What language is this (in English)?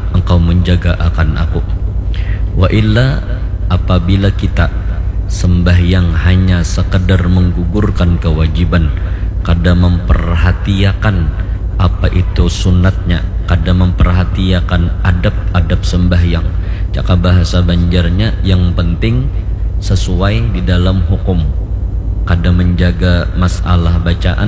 Banjar